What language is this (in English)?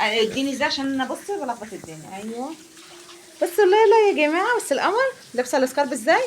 Egyptian Arabic